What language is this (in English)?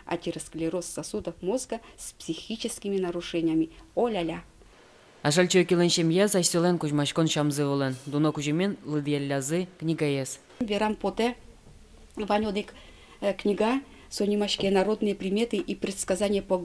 Udmurt